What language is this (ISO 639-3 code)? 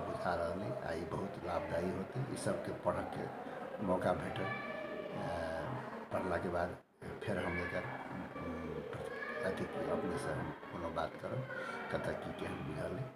mai